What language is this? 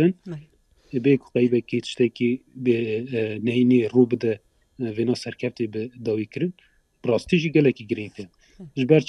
Kurdish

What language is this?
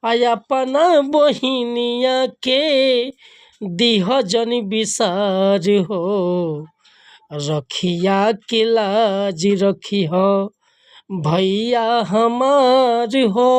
Bhojpuri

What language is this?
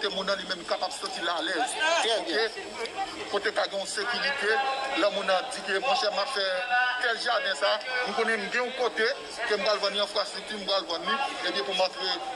Haitian Creole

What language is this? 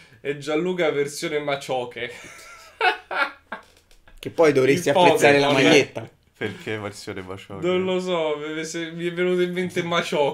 Italian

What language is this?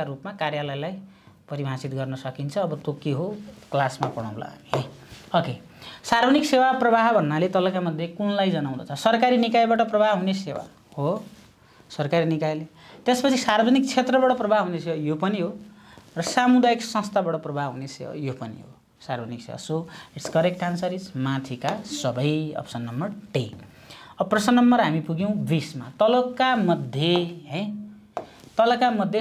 Nepali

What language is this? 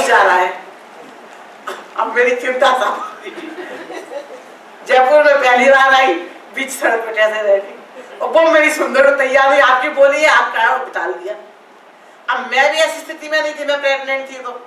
Hindi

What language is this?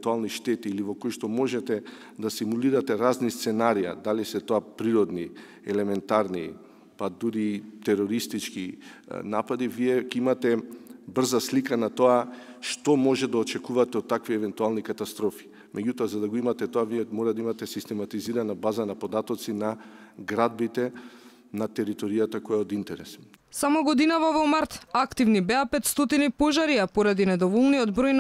Macedonian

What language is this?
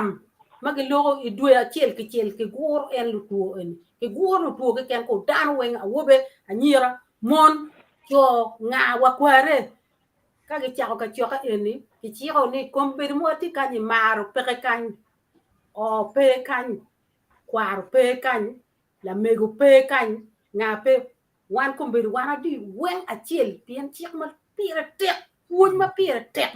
Acoli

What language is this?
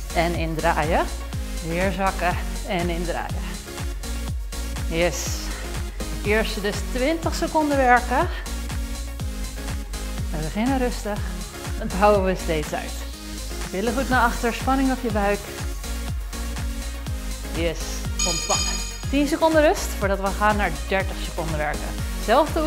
Dutch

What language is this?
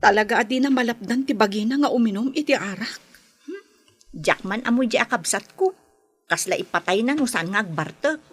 Iloko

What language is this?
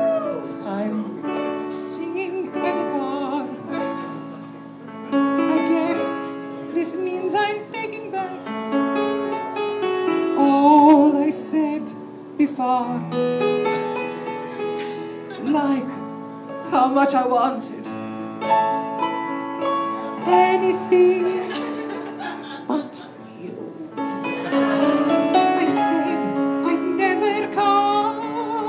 English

